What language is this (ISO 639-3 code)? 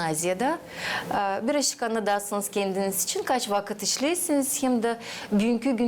gag